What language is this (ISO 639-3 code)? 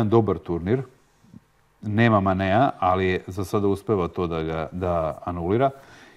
srp